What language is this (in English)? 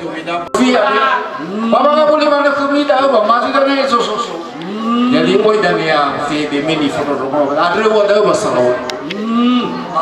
Nias